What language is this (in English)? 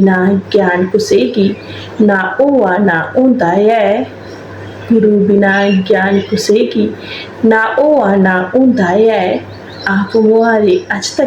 Dogri